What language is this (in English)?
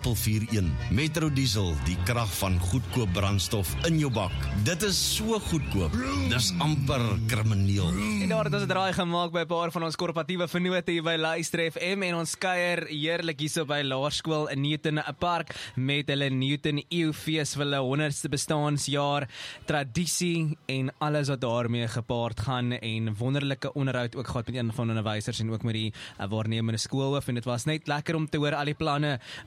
Afrikaans